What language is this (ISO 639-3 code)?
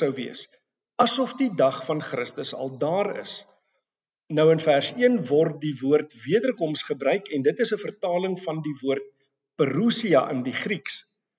afr